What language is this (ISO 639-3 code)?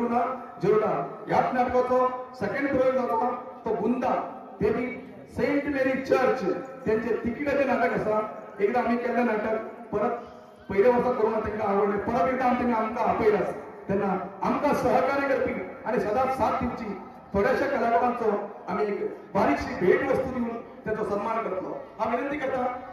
kok